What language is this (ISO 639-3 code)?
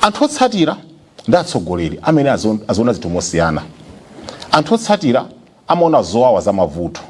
nya